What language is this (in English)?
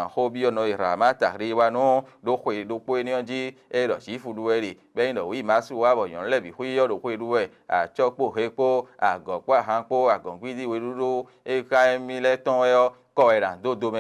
Fon